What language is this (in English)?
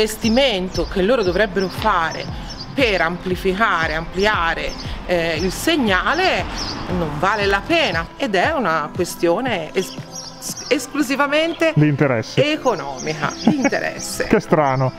Italian